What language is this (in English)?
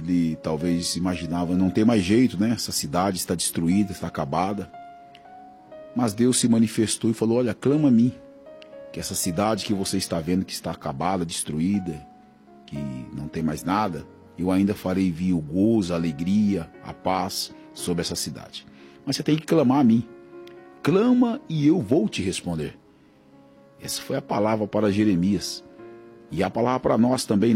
Portuguese